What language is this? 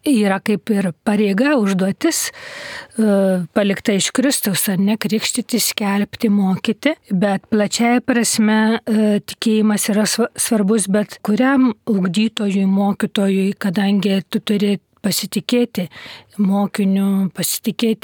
Lithuanian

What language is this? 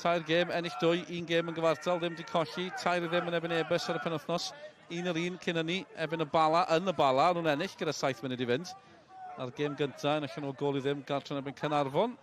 Welsh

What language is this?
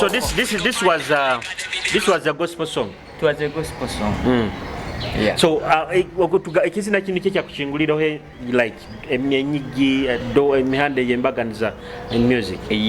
Nyoro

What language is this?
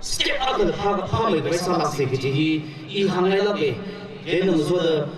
Tangkhul Naga (India)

